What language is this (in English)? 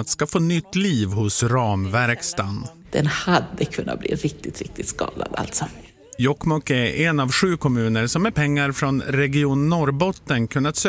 Swedish